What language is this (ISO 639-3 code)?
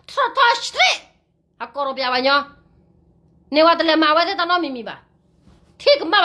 ksw